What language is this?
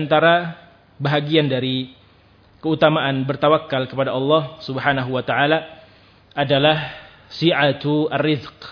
Indonesian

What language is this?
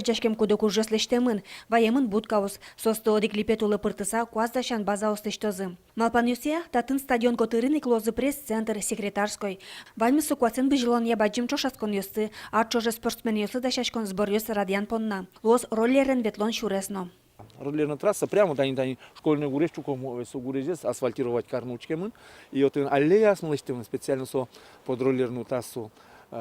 Udmurt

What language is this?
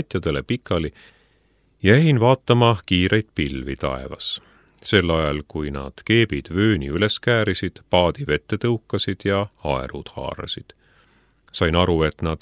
Estonian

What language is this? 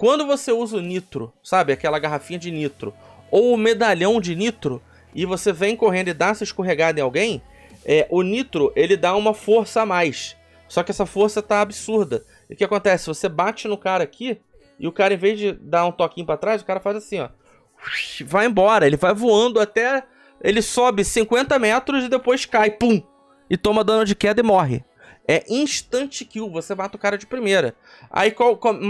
Portuguese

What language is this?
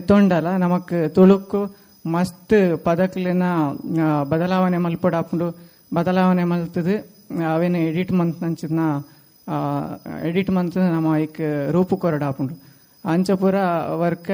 Tulu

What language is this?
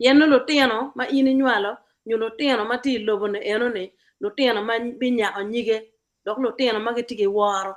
Acoli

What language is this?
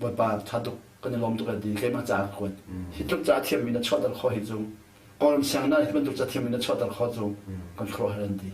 Hakha Chin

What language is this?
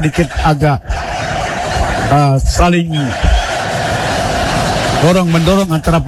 Indonesian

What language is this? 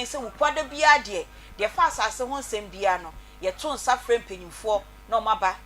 Akan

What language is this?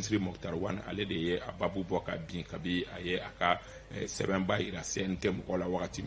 Bambara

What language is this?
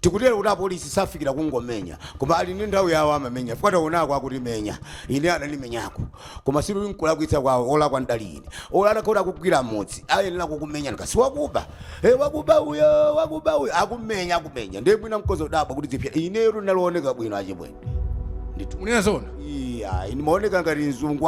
Nyanja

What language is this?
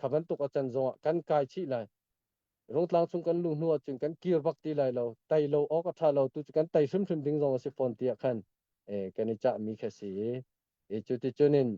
Hakha Chin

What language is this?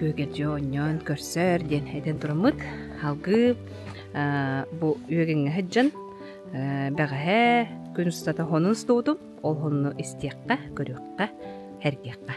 Yakut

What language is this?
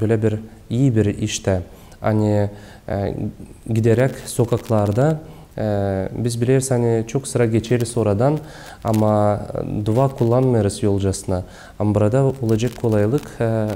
Gagauz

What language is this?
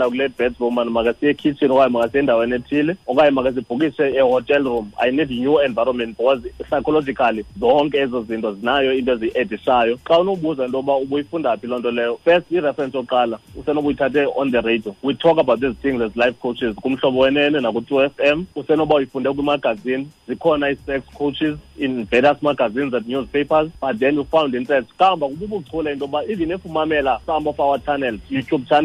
Xhosa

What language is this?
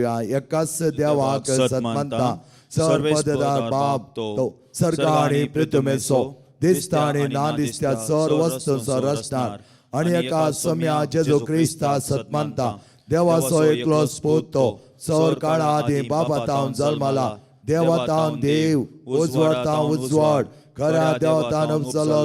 Konkani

